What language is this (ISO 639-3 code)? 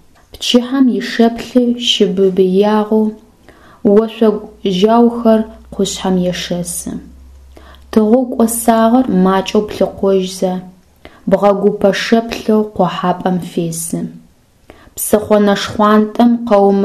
ady